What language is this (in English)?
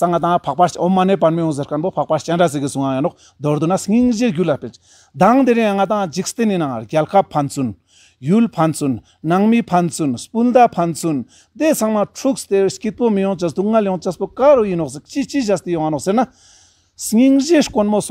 Ladakhi